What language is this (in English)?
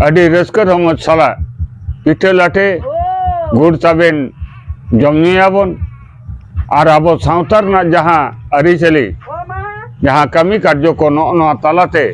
Santali